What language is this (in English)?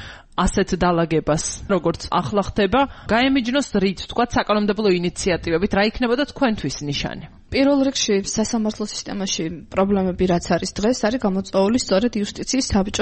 Georgian